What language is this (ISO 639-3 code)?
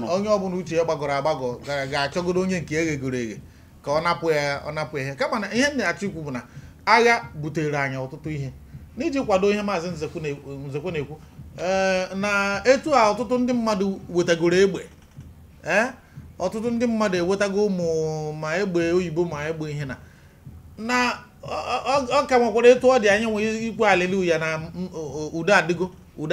ibo